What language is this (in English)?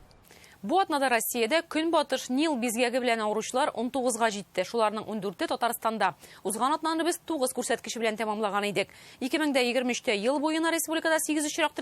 Tatar